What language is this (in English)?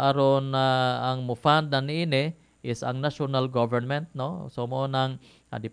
Cebuano